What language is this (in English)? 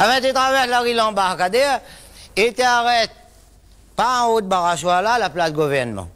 Réunion Creole French